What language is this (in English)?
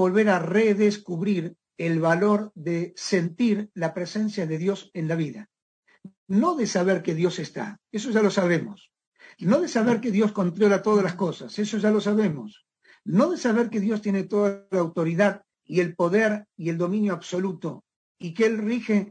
Spanish